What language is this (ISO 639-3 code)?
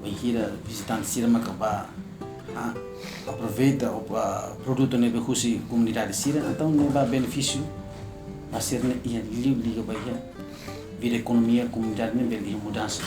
tet